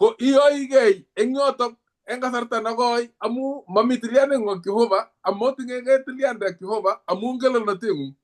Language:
Kalenjin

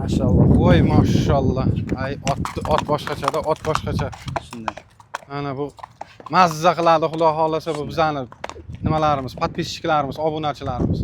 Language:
Uzbek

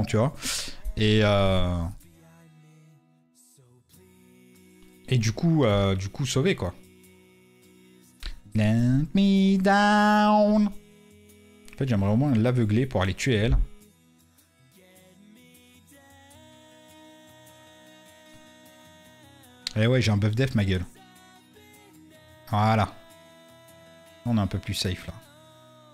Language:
French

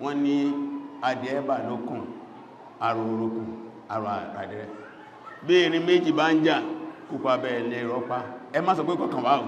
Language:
Yoruba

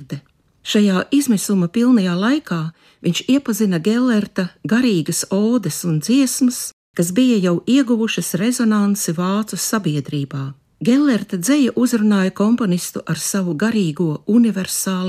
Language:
Latvian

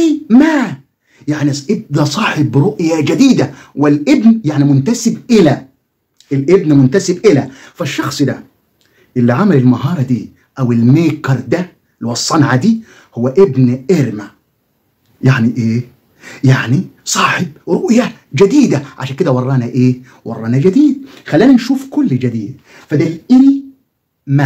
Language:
Egyptian Arabic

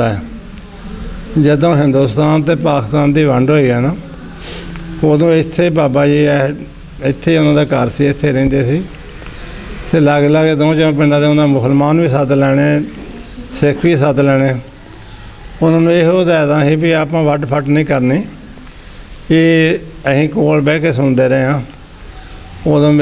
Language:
Punjabi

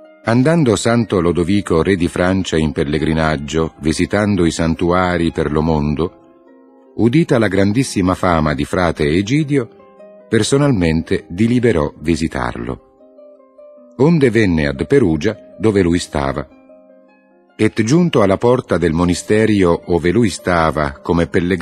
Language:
Italian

